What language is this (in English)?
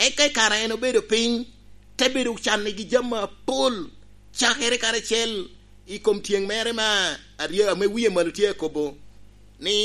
Lango (Uganda)